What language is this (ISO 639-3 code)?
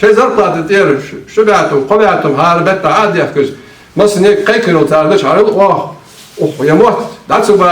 inh